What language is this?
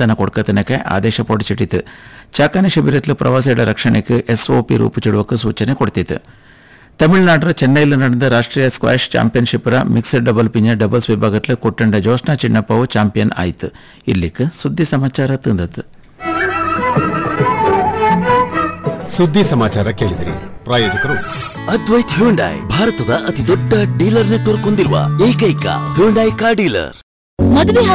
Kannada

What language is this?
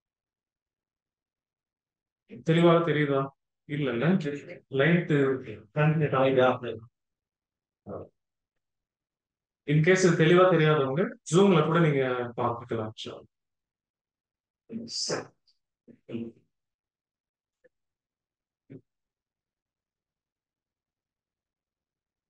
Tamil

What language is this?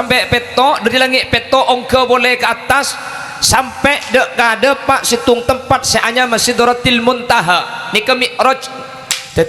Madurese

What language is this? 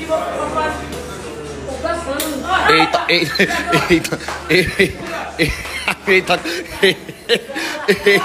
Portuguese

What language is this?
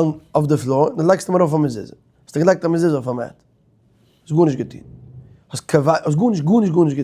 Yiddish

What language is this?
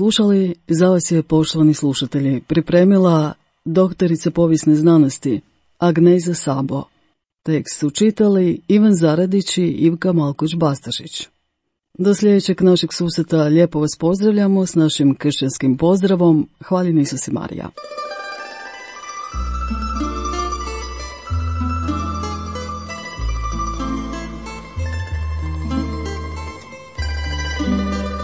Croatian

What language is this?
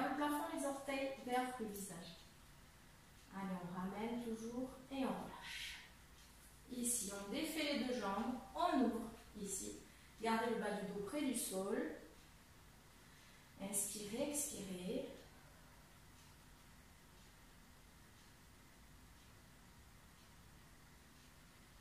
French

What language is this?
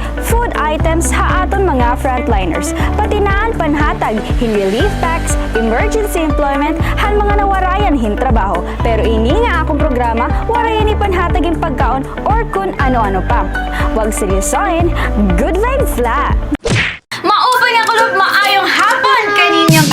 Waray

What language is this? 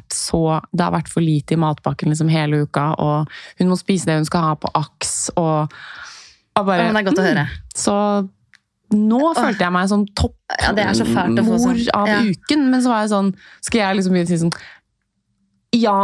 Norwegian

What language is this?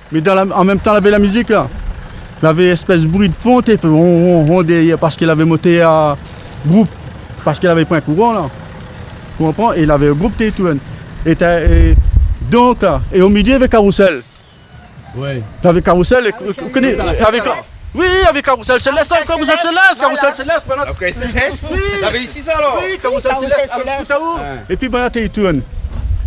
Réunion Creole French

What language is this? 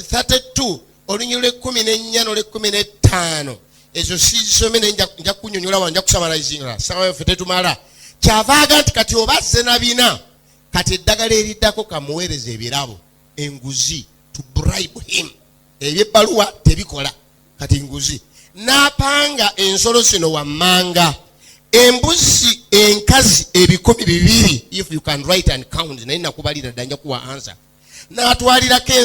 Ganda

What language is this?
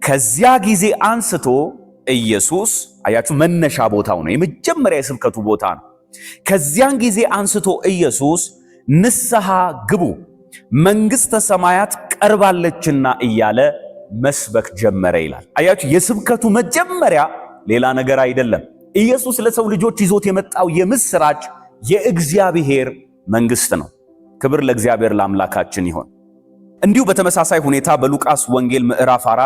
Amharic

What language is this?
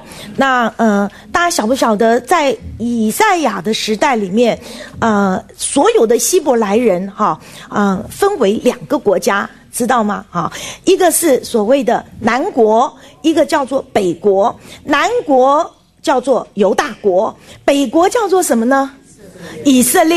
Chinese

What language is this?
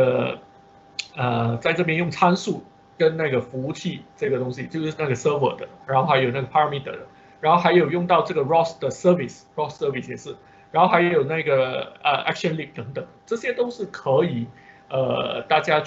Chinese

